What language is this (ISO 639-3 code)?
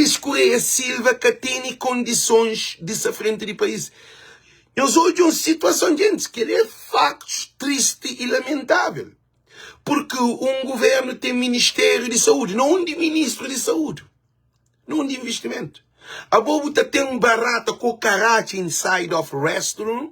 kea